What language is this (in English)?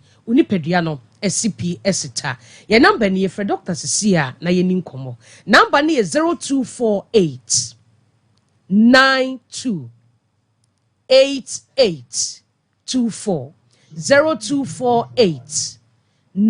Akan